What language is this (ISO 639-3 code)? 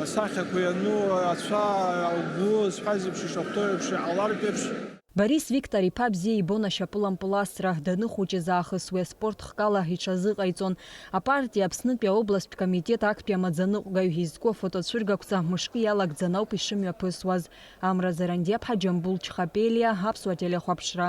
abk